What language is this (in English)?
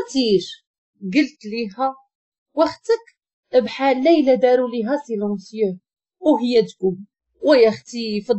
Moroccan Arabic